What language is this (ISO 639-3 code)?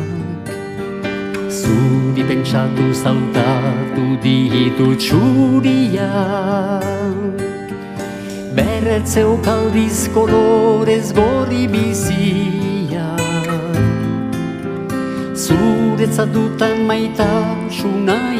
eus